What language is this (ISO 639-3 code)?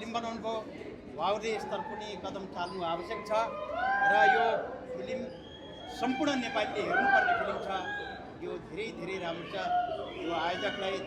nep